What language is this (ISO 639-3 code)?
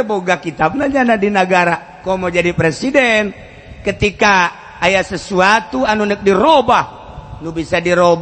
sun